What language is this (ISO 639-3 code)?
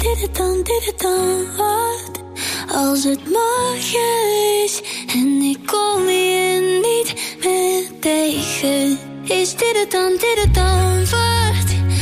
nld